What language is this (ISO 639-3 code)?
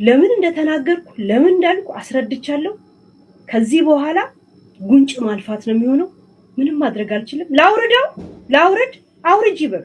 amh